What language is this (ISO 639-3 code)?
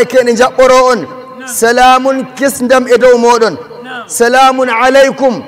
fuv